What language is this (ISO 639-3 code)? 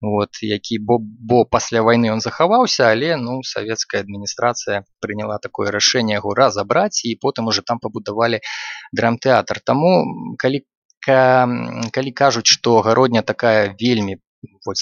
bel